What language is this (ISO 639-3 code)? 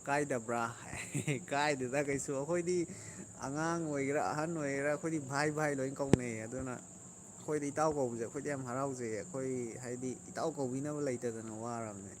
mni